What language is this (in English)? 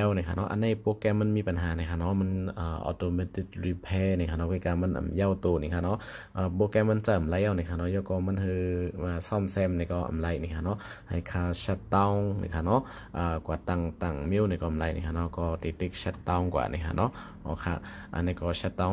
Shan